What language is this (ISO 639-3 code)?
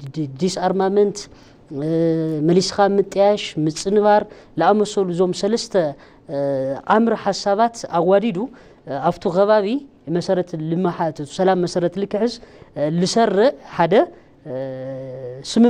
tir